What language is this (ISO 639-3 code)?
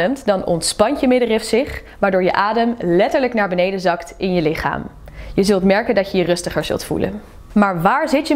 nld